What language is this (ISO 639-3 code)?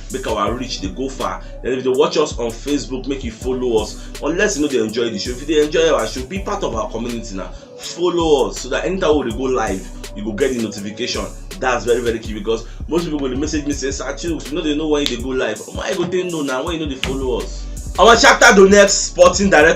pcm